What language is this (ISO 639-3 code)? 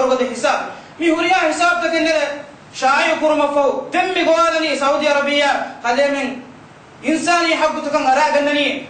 div